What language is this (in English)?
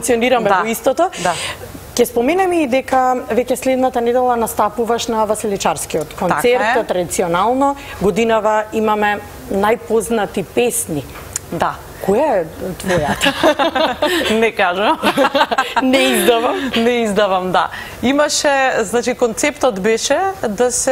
Macedonian